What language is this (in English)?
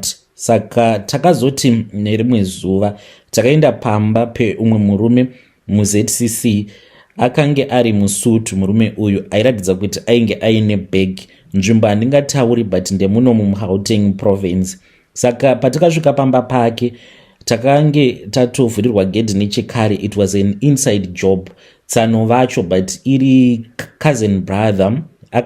Shona